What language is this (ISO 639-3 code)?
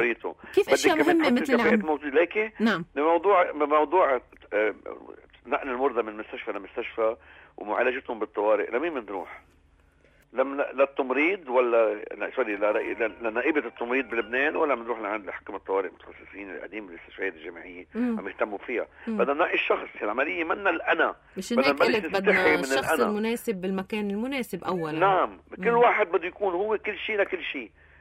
apc